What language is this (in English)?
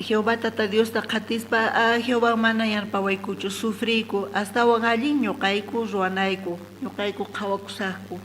South Bolivian Quechua